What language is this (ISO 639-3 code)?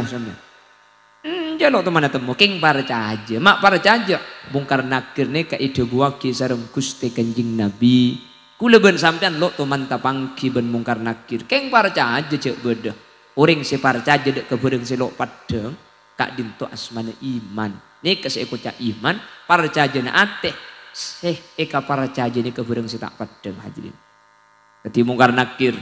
mad